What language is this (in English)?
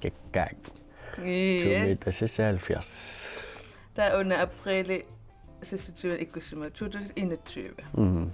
Kalaallisut